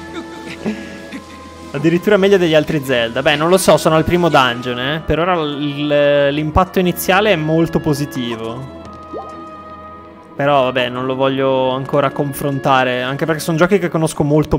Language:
Italian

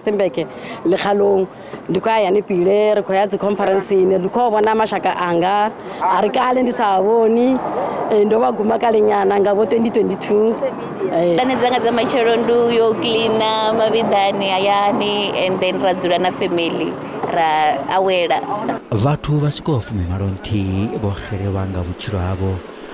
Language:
Venda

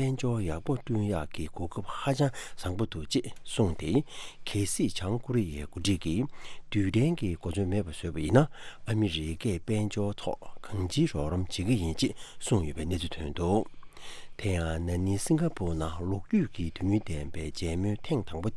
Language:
Tibetan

